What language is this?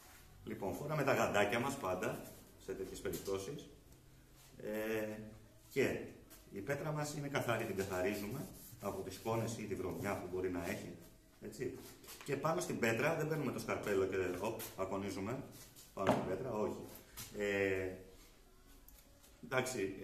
Greek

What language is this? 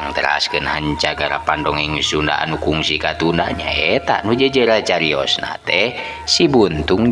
Sundanese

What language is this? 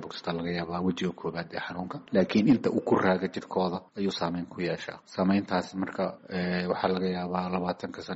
Somali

